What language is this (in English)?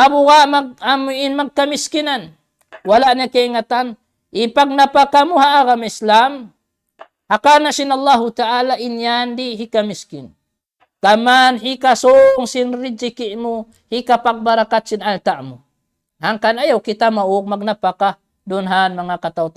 Tausug